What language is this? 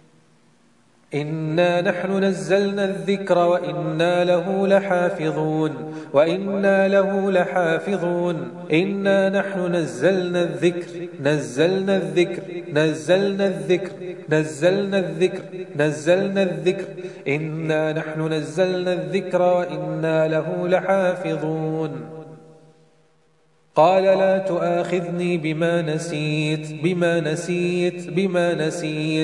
Arabic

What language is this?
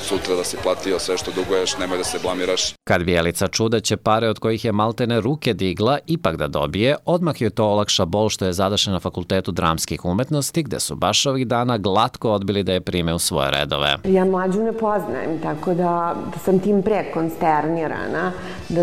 Serbian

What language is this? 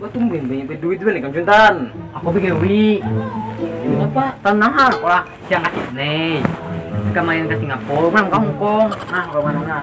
Banjar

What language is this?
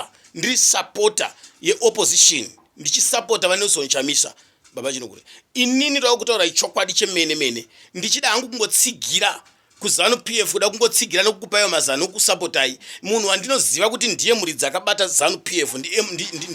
Shona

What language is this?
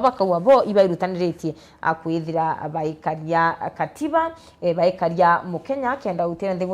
Meru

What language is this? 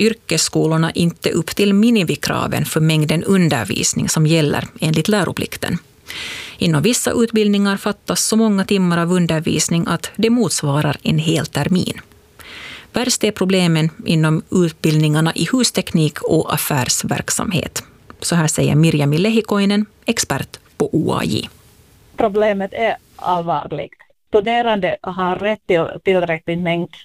Swedish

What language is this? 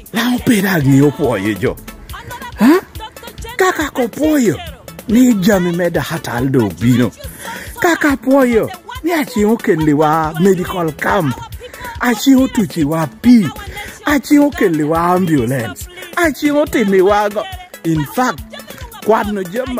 Lango (Uganda)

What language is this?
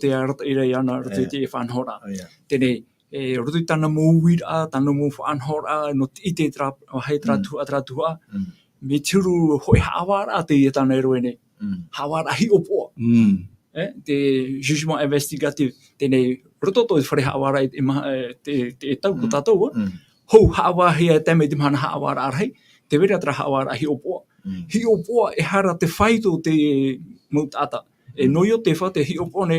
Tahitian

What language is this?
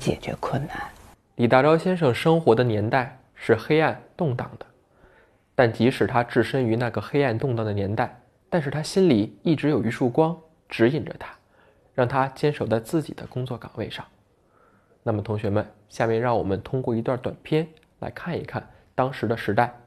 Chinese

